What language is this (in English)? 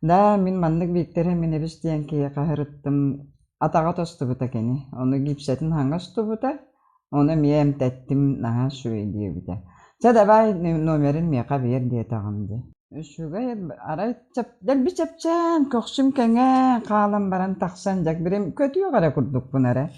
Yakut